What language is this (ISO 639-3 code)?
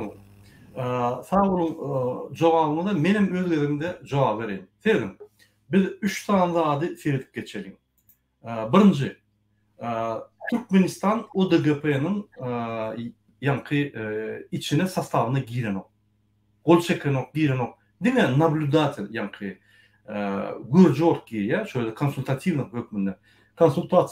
tuk